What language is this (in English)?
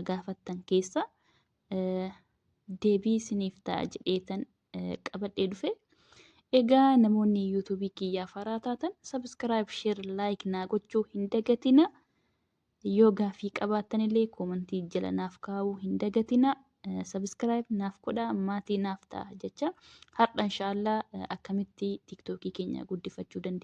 Oromo